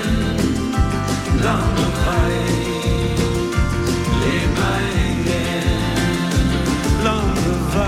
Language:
Norwegian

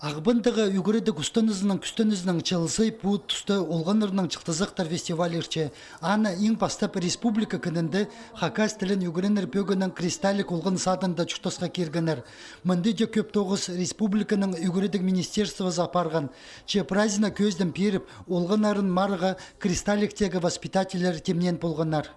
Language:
Khakas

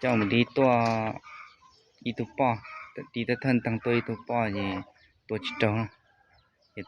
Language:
Hmong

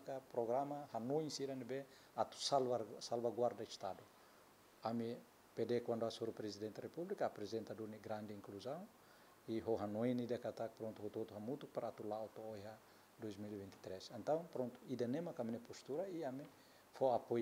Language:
Tetum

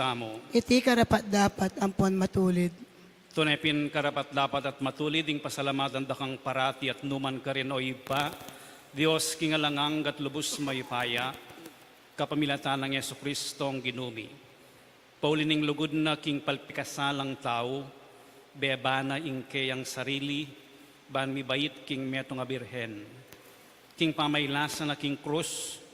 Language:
Pampanga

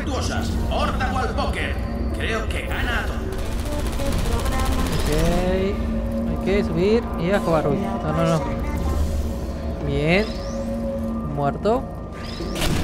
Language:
Spanish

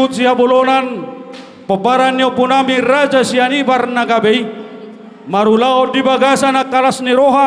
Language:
Batak Toba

